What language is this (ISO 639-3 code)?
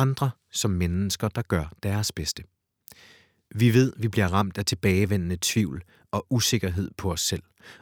dan